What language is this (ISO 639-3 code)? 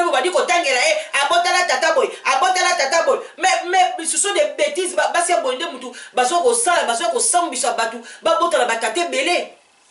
lin